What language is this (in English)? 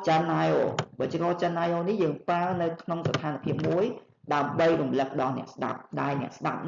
Khmer